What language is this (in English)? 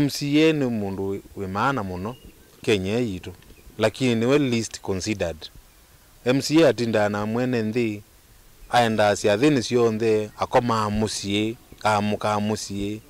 Kamba